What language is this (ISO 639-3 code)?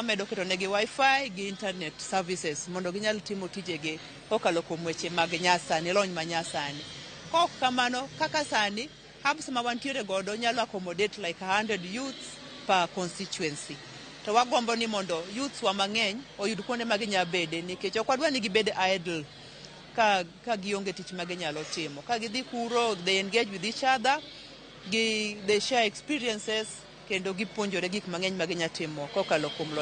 luo